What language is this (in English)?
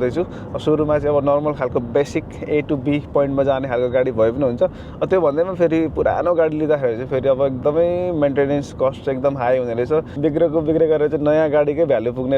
Nepali